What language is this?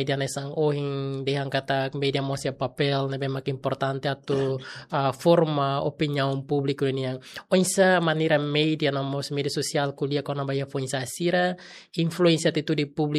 Tetum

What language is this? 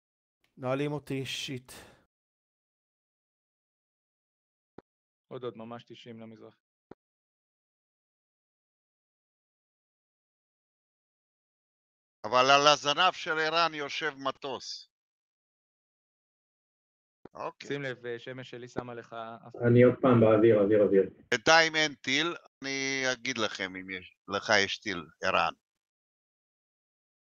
Hebrew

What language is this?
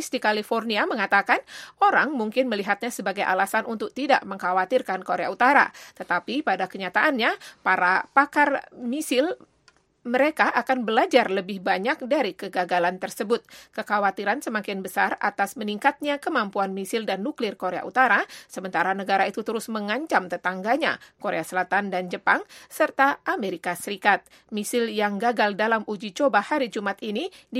Indonesian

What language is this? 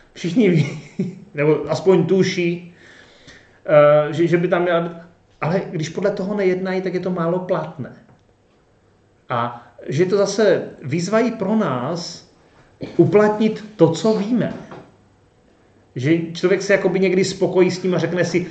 Czech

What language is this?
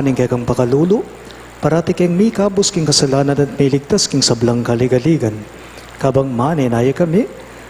Pampanga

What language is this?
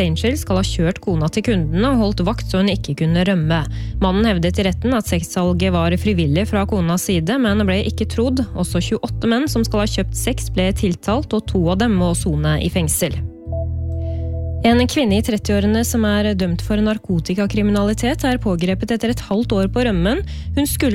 Norwegian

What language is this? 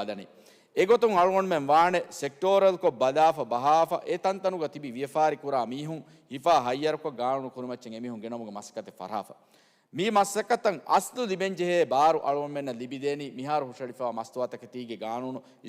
Divehi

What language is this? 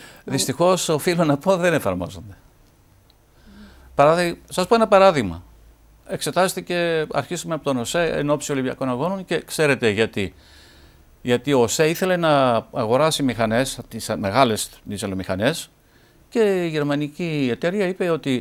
Greek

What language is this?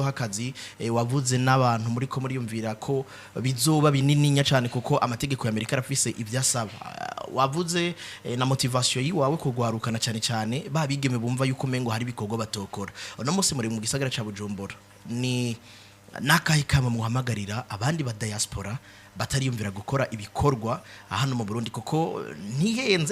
Rundi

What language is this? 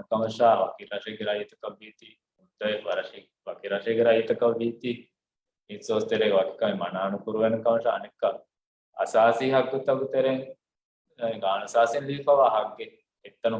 Divehi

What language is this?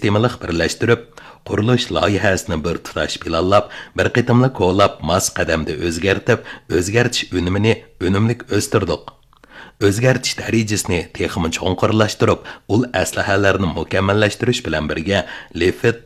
Uyghur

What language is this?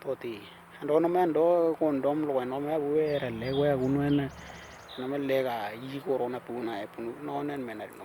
Western Dani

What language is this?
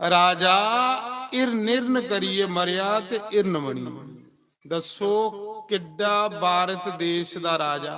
Dogri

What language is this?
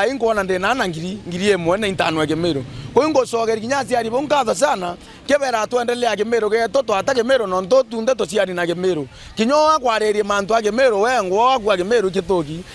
Meru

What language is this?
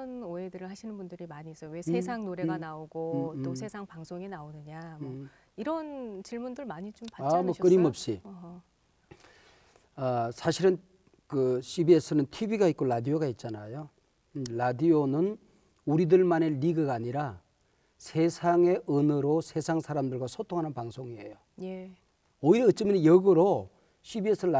Korean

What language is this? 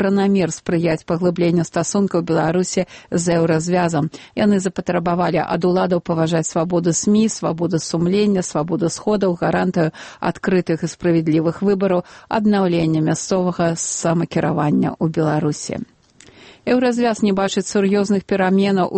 Belarusian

